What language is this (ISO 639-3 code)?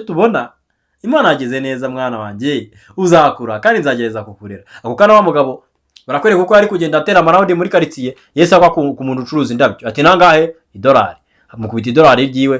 kin